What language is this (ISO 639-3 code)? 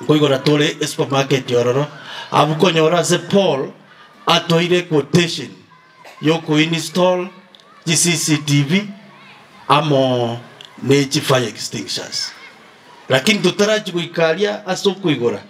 guz